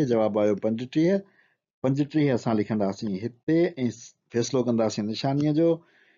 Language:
Sindhi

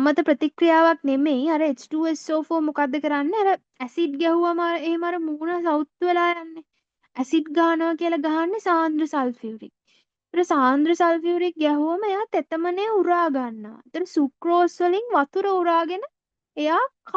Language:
Sinhala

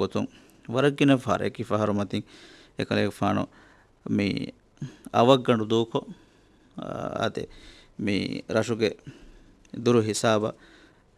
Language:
Divehi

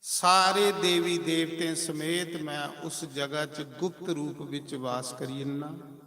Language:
Dogri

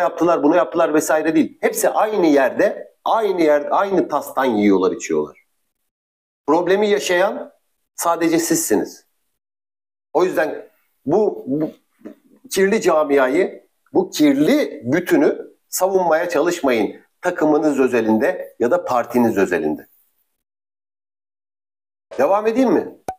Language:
Turkish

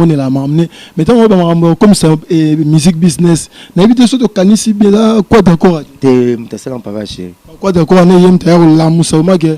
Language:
Lingala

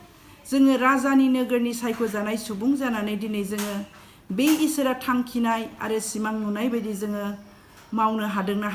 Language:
Bodo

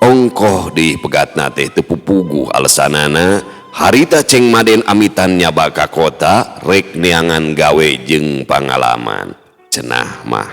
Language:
Sundanese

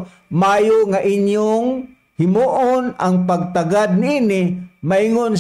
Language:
Cebuano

